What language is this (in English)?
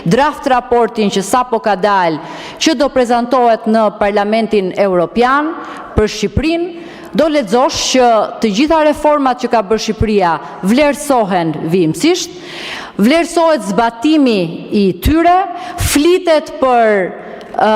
Albanian